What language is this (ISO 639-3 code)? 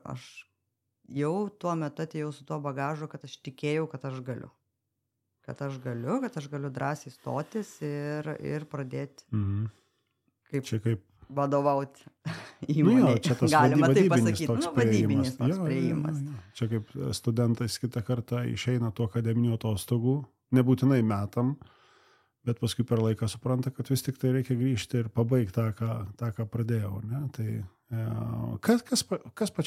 lit